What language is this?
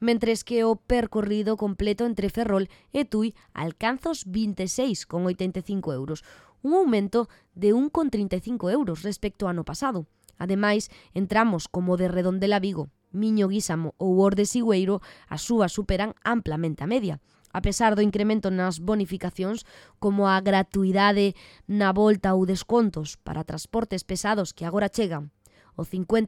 Galician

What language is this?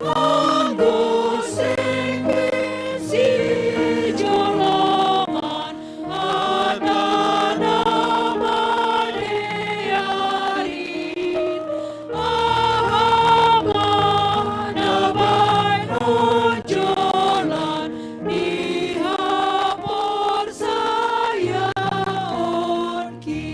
Batak Simalungun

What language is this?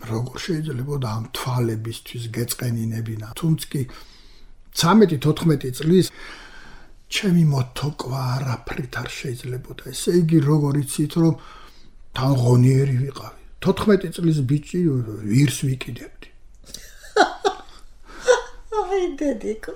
Georgian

